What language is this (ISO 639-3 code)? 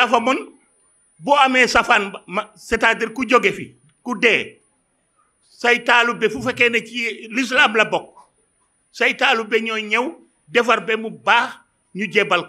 wol